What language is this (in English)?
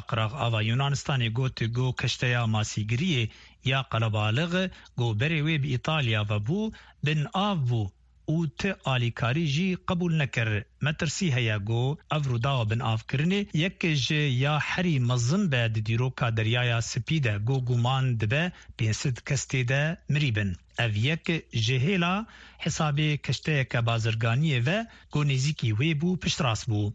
Central Kurdish